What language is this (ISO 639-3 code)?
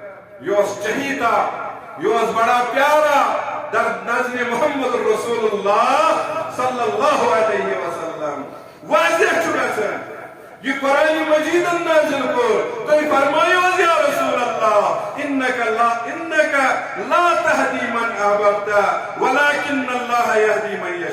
kas